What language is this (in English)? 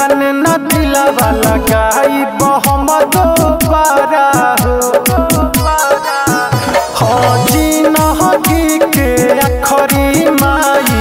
Bhojpuri